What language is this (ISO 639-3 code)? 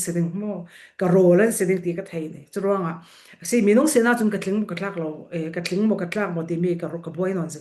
cfm